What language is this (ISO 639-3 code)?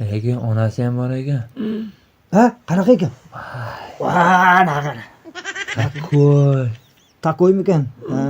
uzb